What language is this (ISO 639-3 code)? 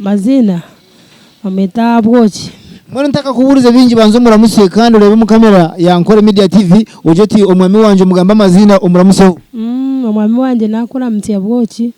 nyn